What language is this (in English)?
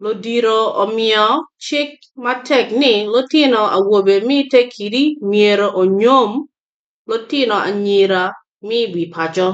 Acoli